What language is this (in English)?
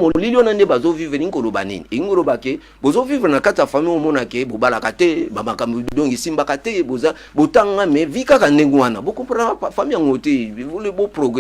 Lingala